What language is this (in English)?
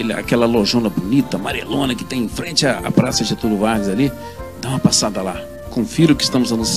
Portuguese